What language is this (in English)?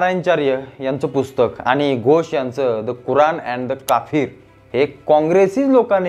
Marathi